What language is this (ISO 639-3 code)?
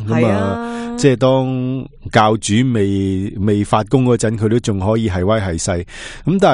yue